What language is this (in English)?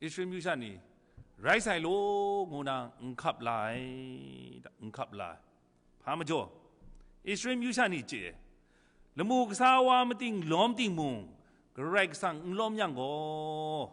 Kachin